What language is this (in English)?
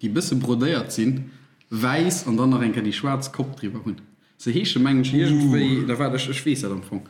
Luxembourgish